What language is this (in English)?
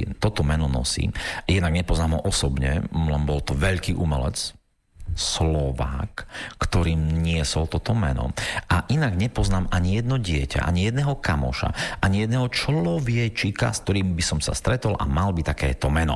Slovak